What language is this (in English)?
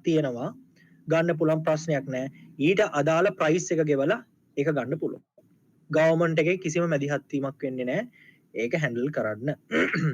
Sinhala